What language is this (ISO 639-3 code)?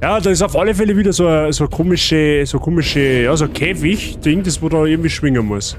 bar